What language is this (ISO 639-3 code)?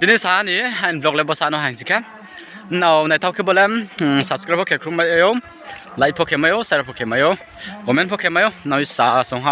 ria